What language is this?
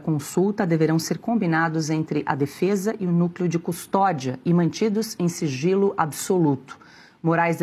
Portuguese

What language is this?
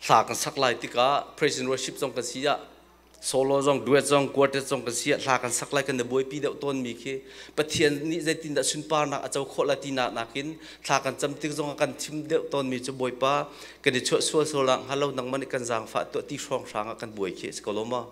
Hakha Chin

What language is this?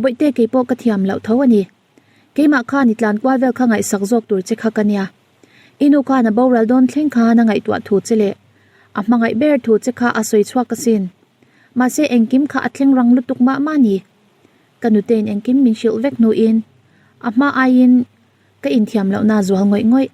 Mizo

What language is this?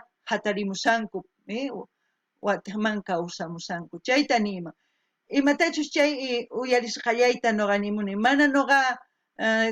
South Bolivian Quechua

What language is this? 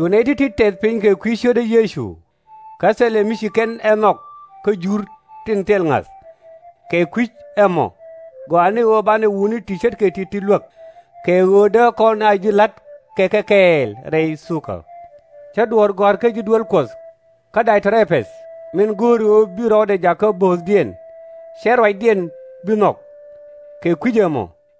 Nuer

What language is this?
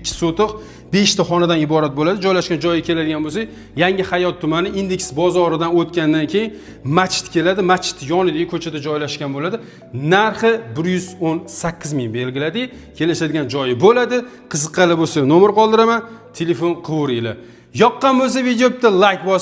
Uzbek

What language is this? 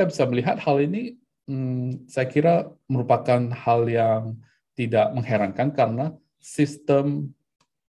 Indonesian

